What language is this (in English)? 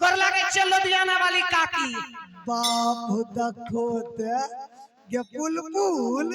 Maithili